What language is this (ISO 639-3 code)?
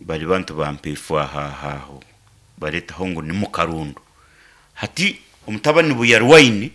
nyn